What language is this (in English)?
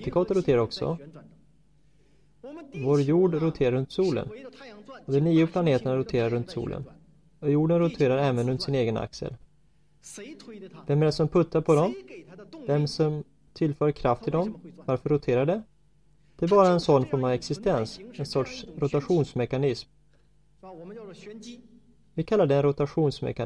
Swedish